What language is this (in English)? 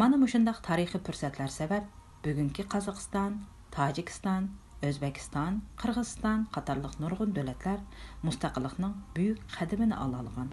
Uyghur